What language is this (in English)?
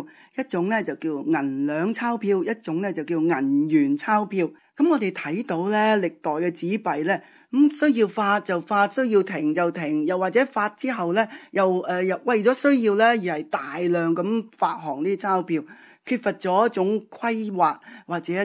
Cantonese